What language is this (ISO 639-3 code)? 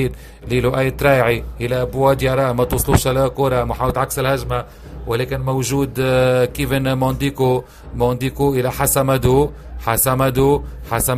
aeb